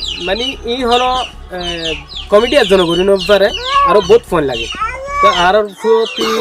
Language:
Rohingya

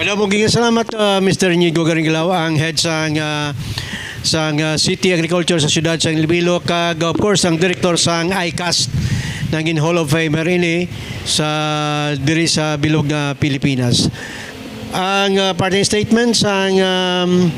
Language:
Hiligaynon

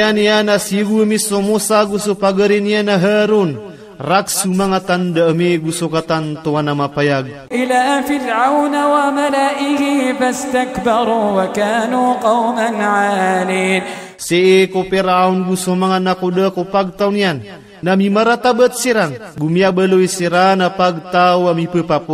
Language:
Maranao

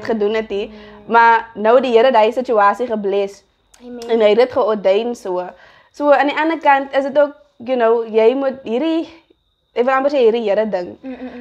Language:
Afrikaans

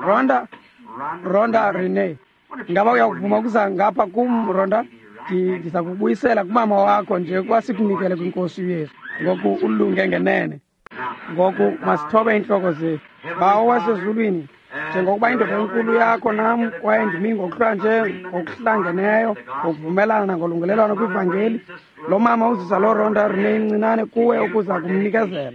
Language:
Xhosa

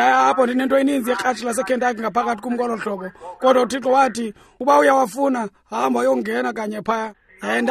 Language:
Xhosa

